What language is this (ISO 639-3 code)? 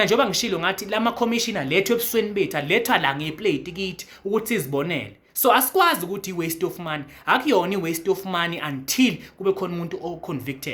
zul